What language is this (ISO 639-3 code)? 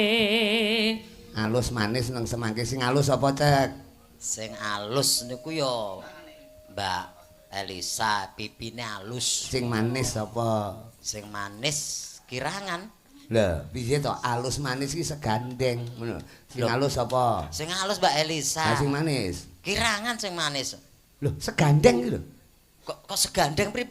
jav